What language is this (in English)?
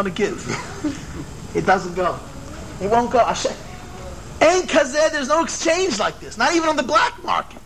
Hebrew